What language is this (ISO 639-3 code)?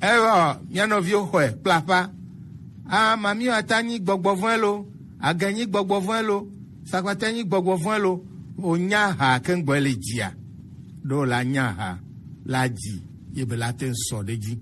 gej